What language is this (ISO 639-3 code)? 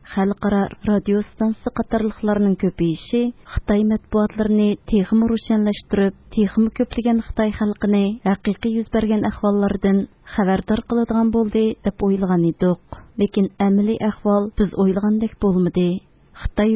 uig